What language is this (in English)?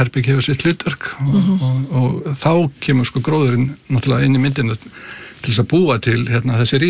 Icelandic